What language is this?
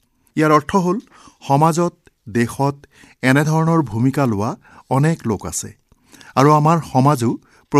Assamese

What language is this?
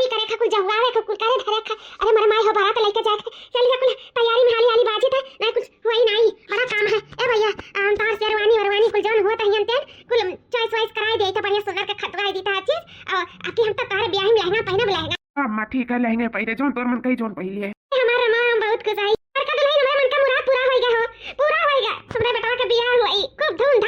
Awadhi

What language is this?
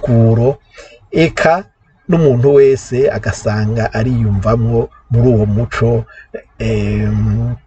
Rundi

